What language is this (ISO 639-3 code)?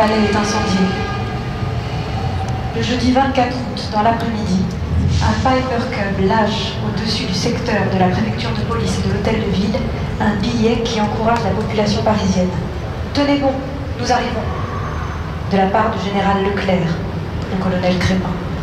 fra